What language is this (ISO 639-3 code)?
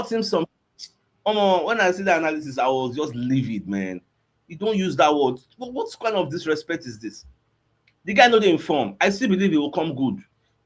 pcm